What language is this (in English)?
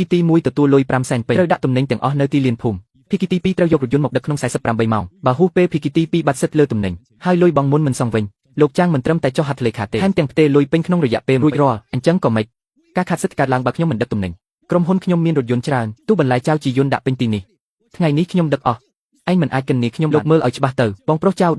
Khmer